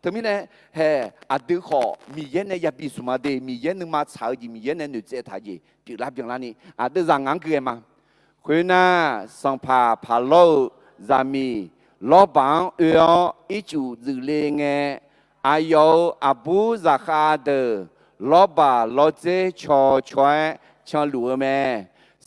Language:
Akha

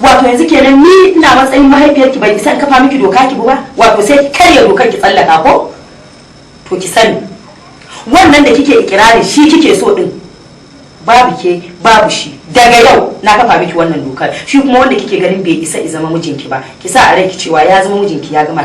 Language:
Hausa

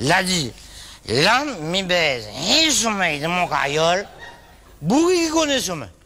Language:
Réunion Creole French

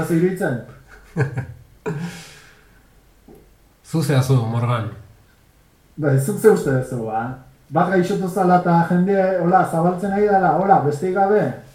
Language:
Basque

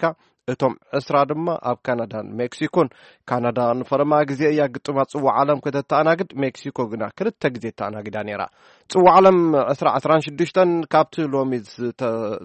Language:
Tigrinya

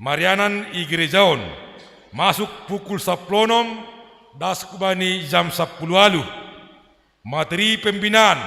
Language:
Batak Simalungun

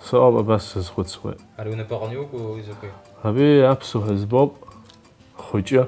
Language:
Abkhazian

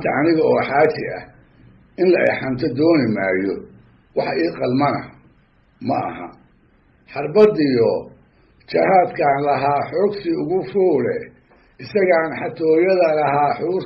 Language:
Somali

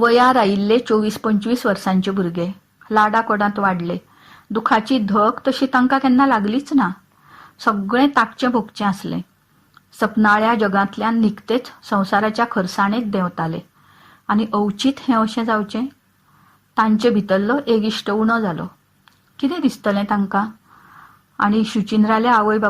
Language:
Konkani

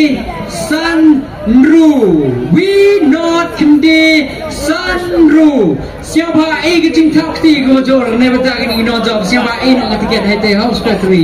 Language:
Khasi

